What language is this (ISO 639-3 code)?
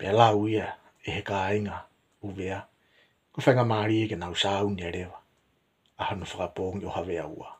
ton